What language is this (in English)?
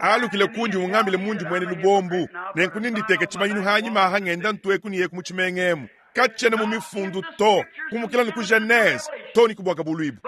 Luba-Lulua